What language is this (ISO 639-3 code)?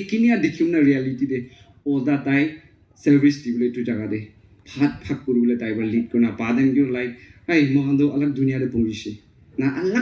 nag